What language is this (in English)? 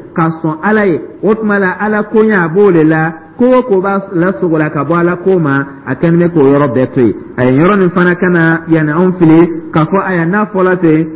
Dyula